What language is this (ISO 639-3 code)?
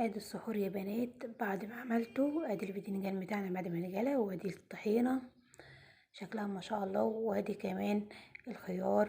arz